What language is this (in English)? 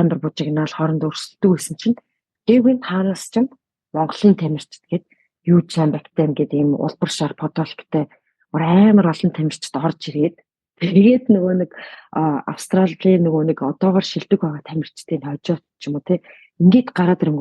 Mongolian